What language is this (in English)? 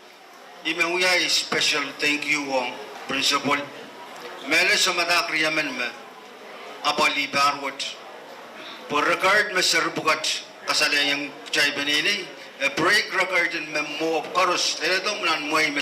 Pohnpeian